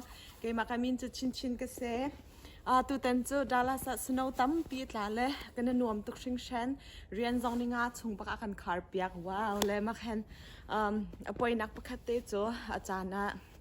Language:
Hakha Chin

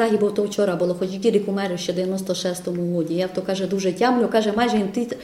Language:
Rusyn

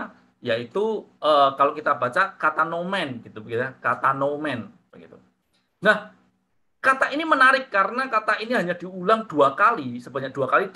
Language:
Indonesian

